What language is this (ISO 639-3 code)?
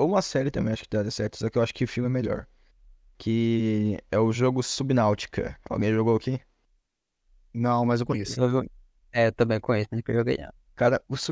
por